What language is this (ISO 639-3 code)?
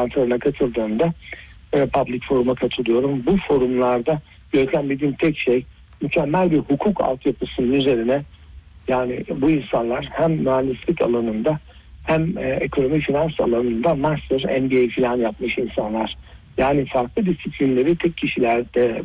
tur